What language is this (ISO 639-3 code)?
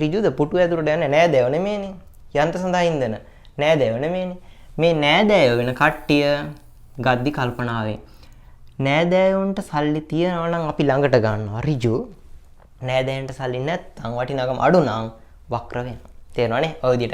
sin